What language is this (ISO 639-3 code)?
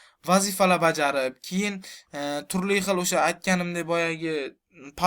uzb